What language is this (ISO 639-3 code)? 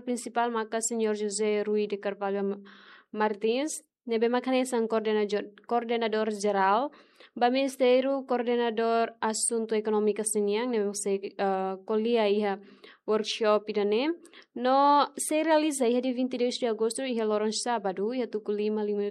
tet